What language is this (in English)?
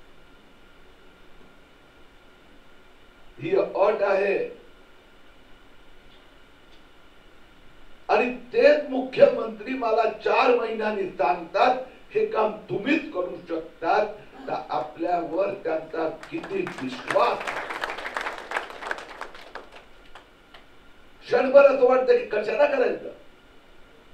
Marathi